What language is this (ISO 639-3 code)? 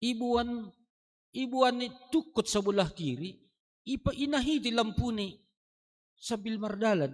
bts